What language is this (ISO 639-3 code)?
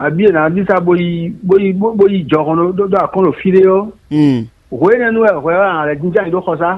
fon